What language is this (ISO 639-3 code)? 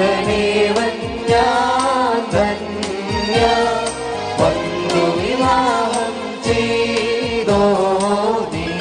mal